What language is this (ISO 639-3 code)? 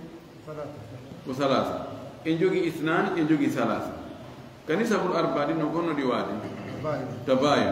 ful